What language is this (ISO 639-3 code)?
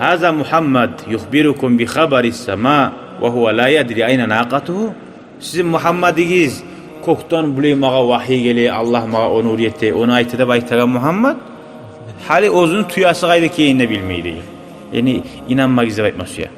kum